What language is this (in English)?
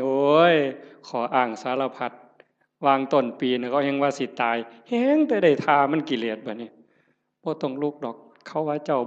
Northeastern Thai